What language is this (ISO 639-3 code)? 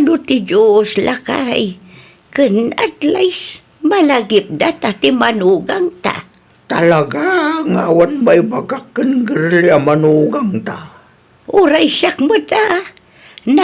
ilo